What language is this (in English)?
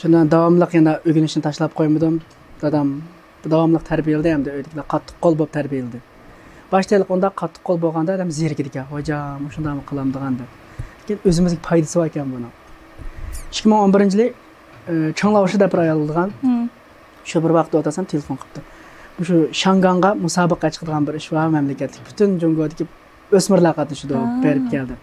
Uyghur